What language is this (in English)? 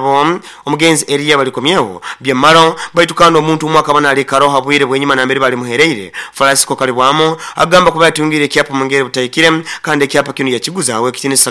Nyoro